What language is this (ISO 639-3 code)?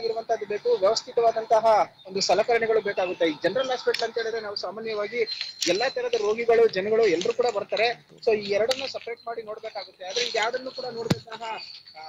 kan